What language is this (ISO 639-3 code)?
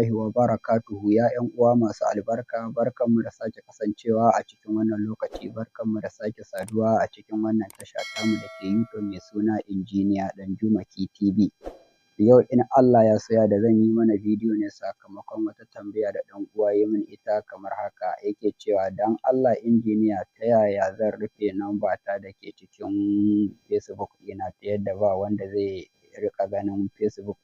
hau